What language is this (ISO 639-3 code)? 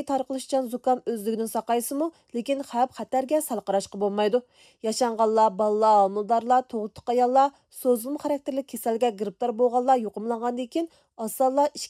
uig